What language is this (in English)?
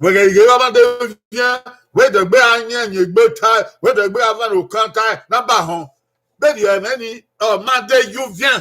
Bini